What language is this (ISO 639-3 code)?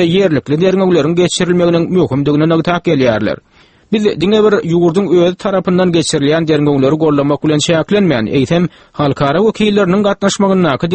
tuk